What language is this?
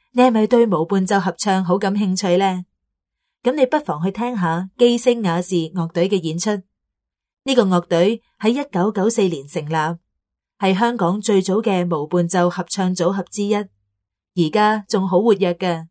Cantonese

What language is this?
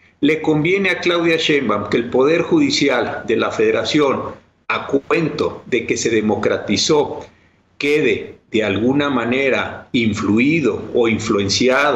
Spanish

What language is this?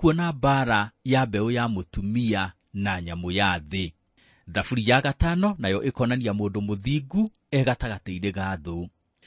Kikuyu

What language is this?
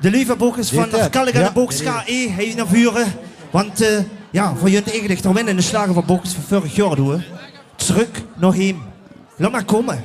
Limburgish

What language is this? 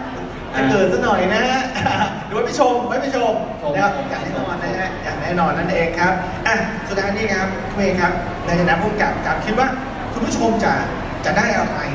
Thai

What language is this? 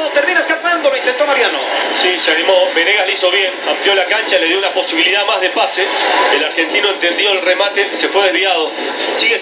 Spanish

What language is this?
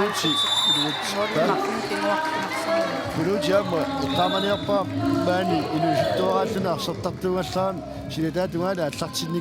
Kalaallisut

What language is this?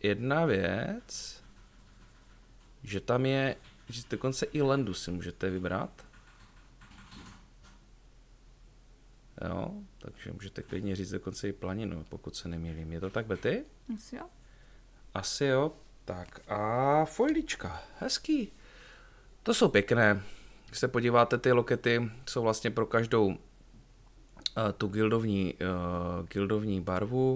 Czech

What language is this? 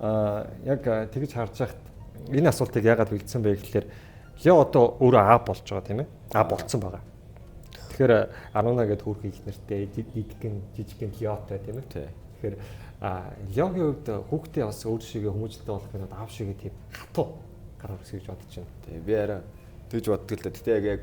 Mongolian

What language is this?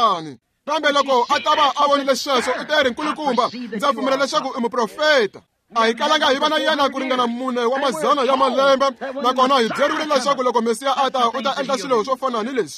Tsonga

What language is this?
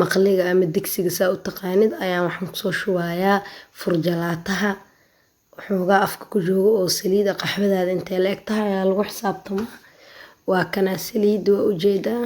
Somali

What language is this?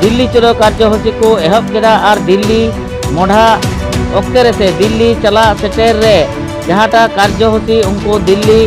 Santali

